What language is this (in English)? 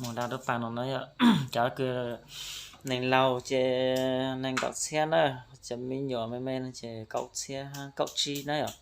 Hmong